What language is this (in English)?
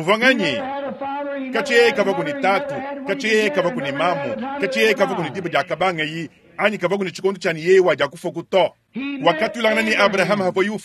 Luba-Lulua